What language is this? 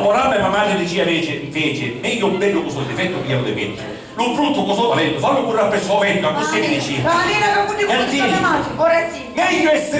Sicilian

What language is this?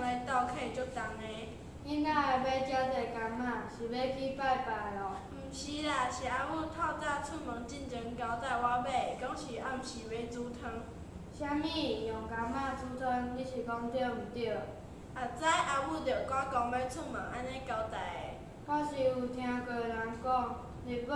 Min Nan Chinese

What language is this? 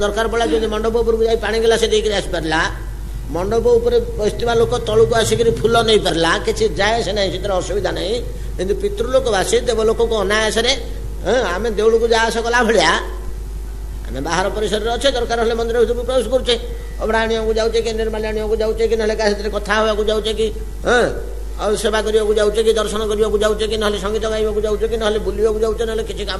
Odia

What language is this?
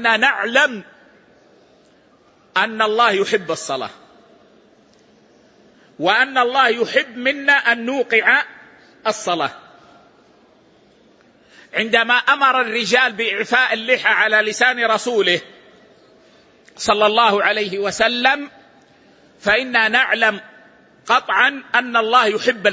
Arabic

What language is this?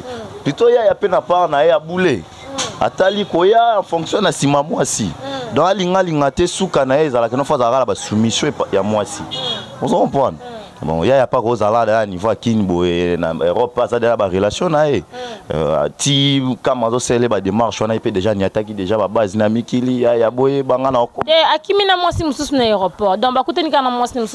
Lingala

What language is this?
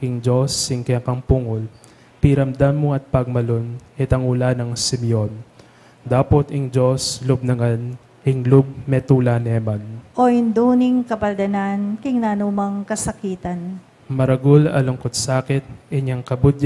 Pampanga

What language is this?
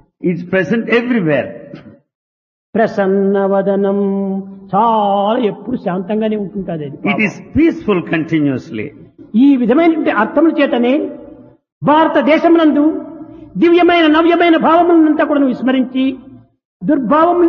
Telugu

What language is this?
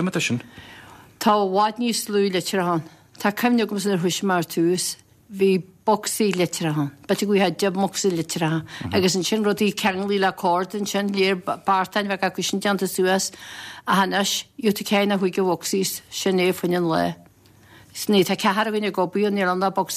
Irish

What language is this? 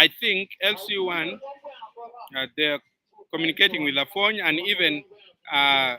Acoli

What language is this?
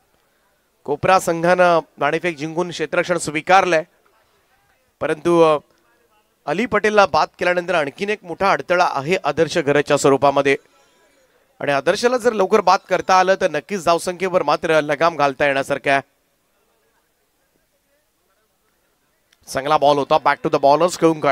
Marathi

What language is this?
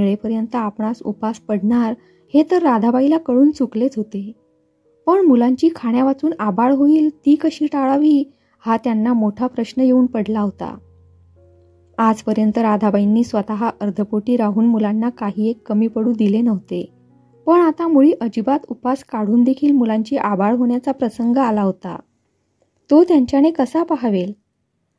Marathi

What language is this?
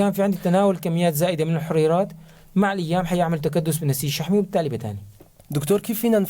North Levantine Arabic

